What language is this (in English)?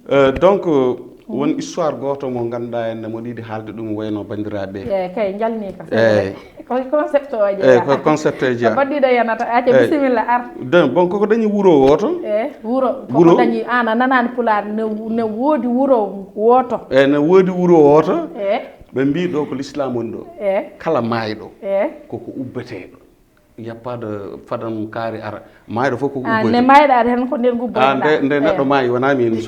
Fula